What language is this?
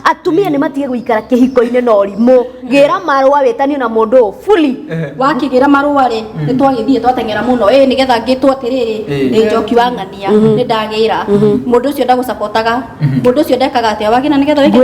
Kikuyu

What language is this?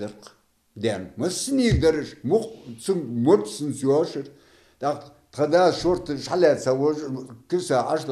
Ingush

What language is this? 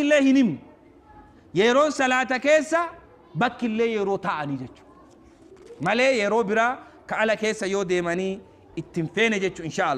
Oromo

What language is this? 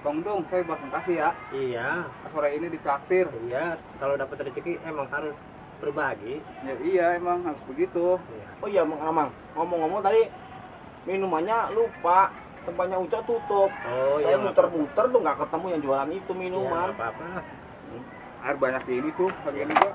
Betawi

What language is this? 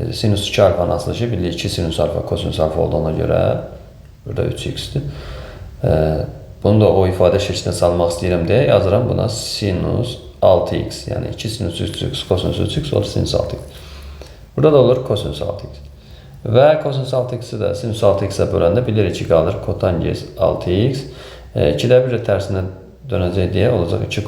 Azerbaijani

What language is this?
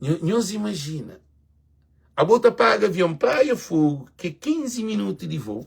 Kabuverdianu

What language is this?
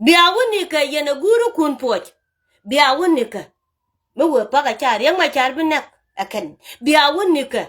Nuer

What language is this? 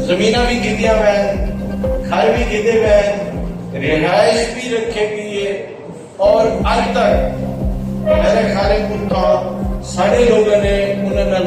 Saraiki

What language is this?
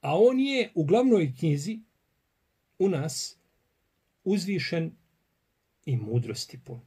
Bosnian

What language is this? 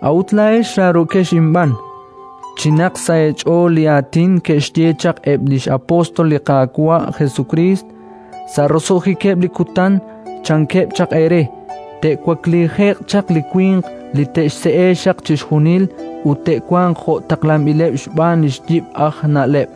Kekchí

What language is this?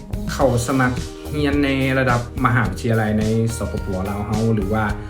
Lao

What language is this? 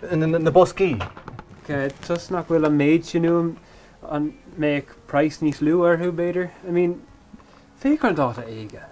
Irish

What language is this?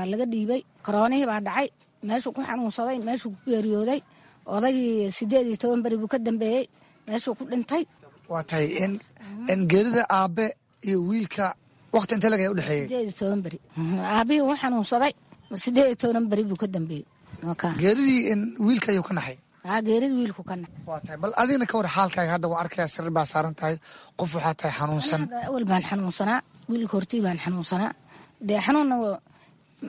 Somali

